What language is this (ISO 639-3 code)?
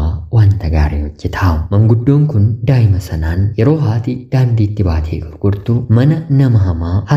orm